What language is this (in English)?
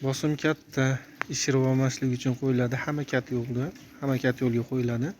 Uzbek